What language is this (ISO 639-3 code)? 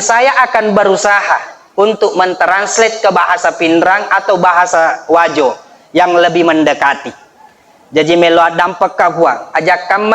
bug